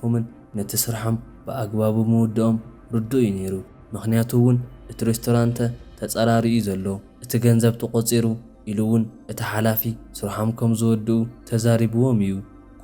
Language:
Tigrinya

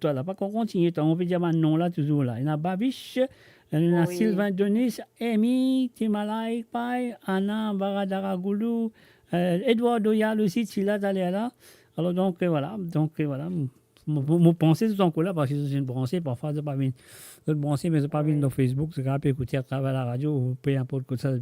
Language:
Morisyen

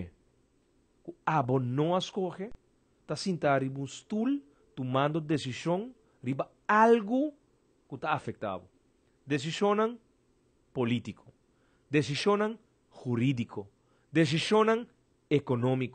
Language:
Papiamento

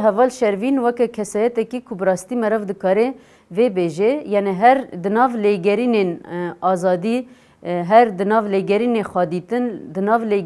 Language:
Kurdish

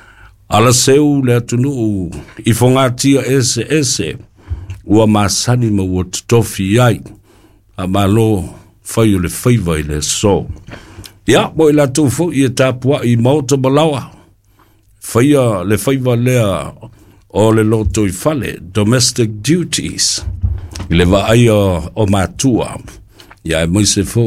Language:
Samoan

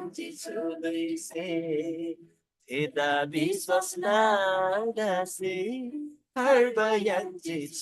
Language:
Eastern Tamang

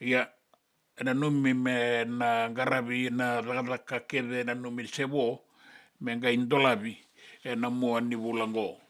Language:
Fijian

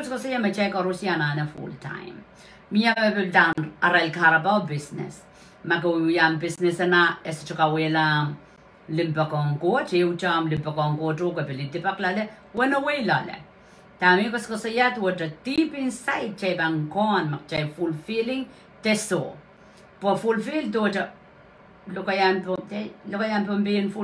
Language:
Pohnpeian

